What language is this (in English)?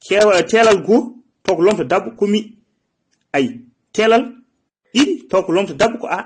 Fula